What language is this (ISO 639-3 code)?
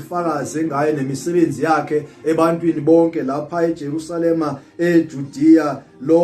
zul